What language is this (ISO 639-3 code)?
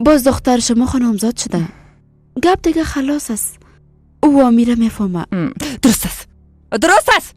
fas